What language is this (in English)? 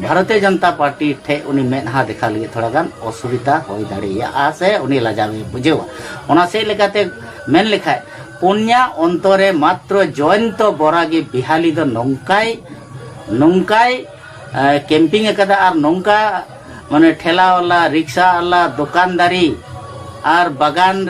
Santali